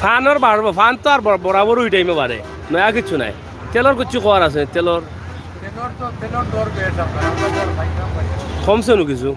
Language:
Sylheti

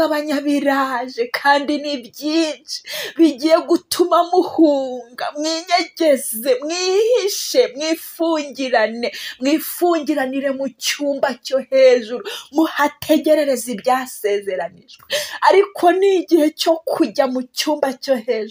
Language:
Kinyarwanda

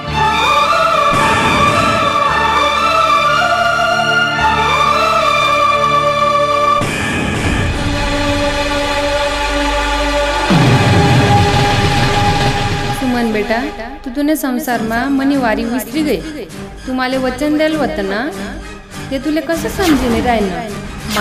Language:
Marathi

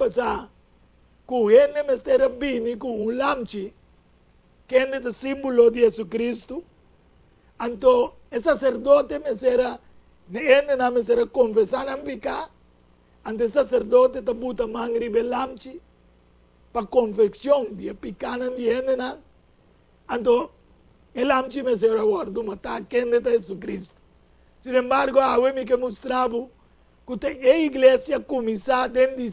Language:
Papiamento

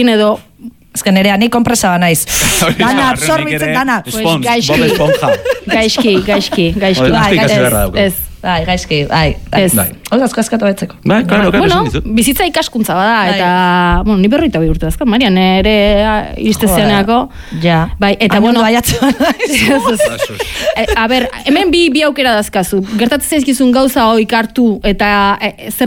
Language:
Basque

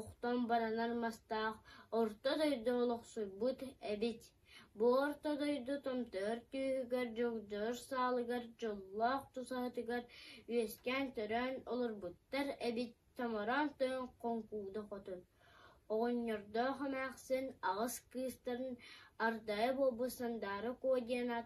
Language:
Yakut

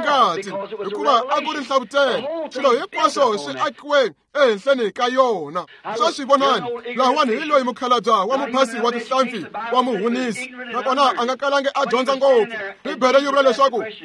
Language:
Tsonga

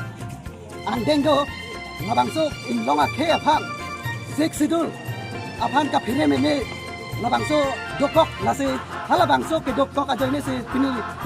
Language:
Karbi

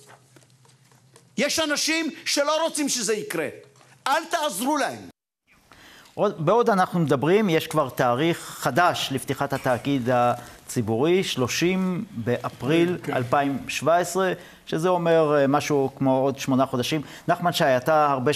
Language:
Hebrew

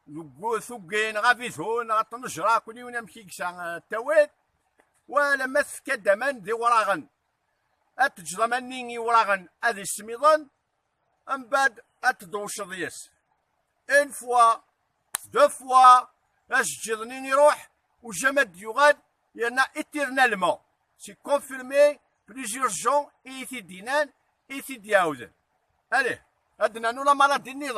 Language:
Kabyle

